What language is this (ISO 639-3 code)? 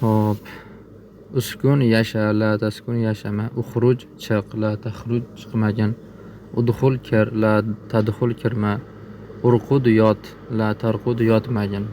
uzb